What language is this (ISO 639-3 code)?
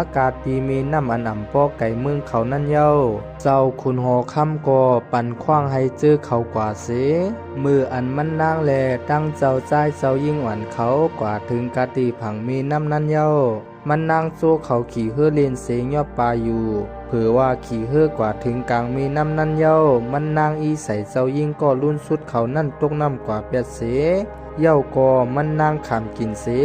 shn